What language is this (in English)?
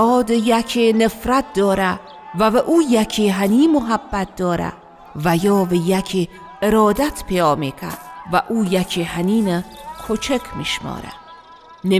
Northern Luri